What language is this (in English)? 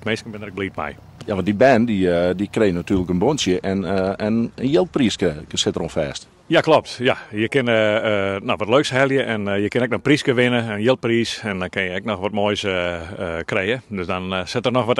Western Frisian